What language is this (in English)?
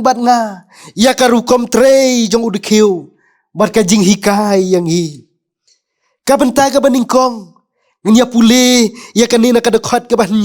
Khasi